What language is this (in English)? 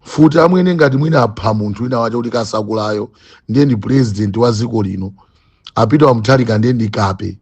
Nyanja